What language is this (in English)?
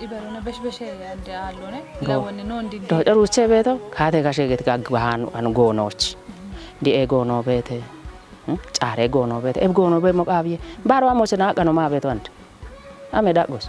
Kafa